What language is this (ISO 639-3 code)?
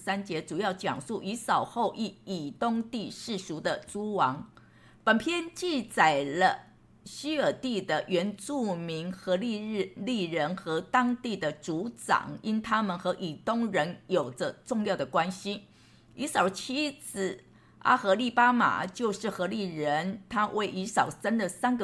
zho